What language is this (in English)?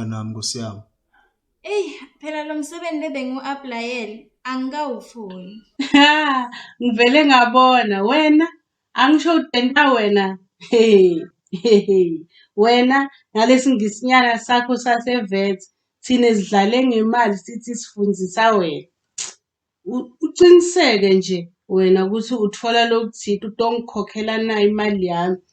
Zulu